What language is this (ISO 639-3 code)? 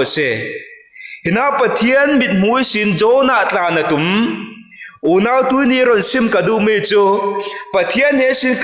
cfm